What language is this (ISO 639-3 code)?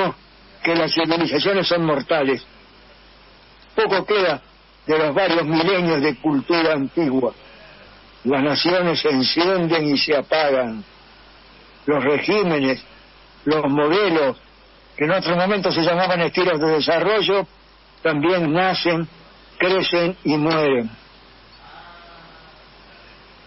spa